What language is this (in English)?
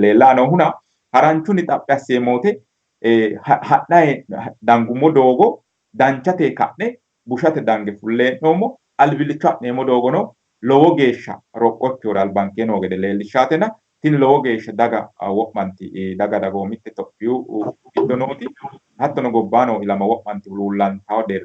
Sidamo